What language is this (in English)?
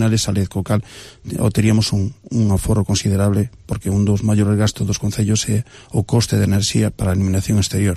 Galician